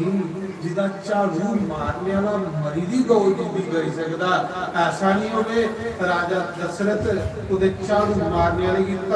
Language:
Dogri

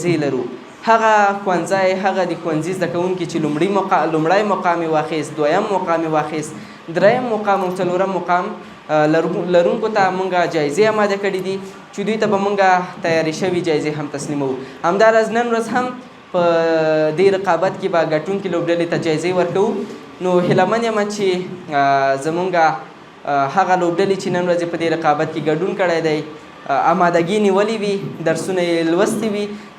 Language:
Pashto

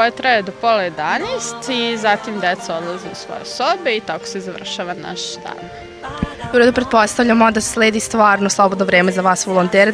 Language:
Serbian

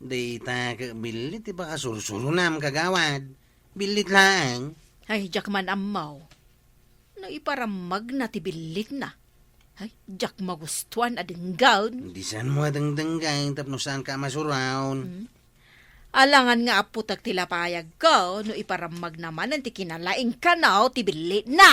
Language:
Iloko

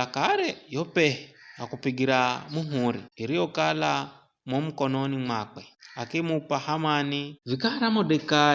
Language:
Giryama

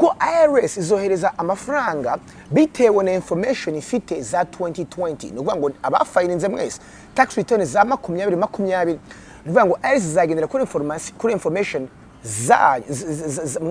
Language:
Kinyarwanda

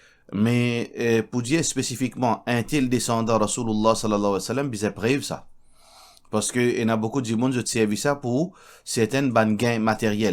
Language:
Morisyen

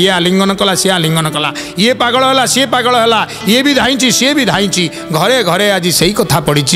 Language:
Odia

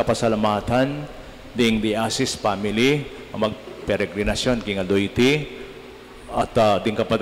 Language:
Pampanga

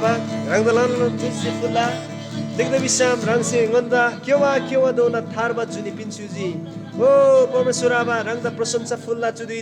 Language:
Eastern Tamang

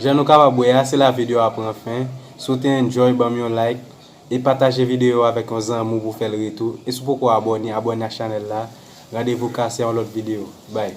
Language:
Haitian Creole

